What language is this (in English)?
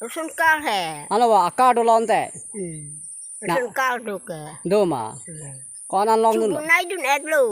Karbi